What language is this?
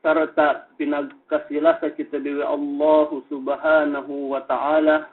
Yakan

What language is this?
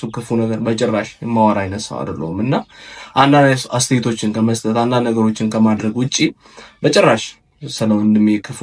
Amharic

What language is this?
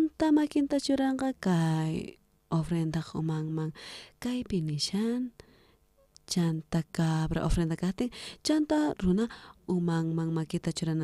South Bolivian Quechua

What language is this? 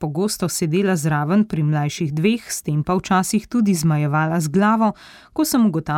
Slovenian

